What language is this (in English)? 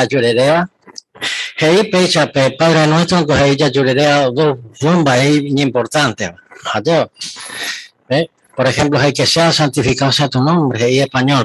Guarani